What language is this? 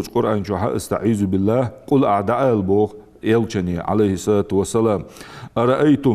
Ingush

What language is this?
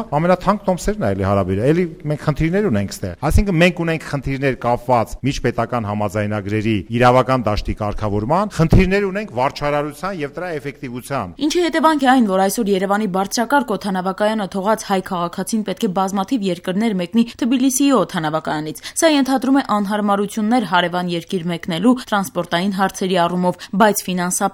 Armenian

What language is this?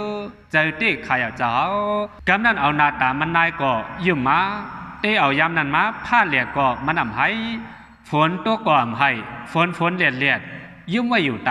Shan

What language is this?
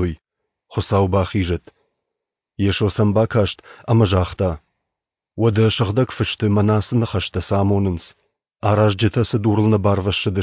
Ossetic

